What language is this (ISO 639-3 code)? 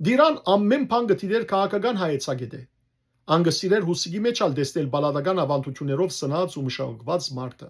hyw